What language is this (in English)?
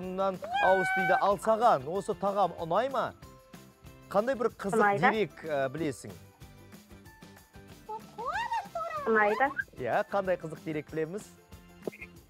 Kazakh